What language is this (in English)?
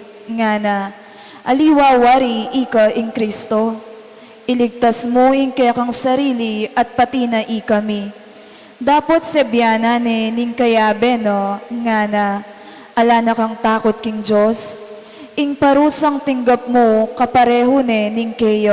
Pampanga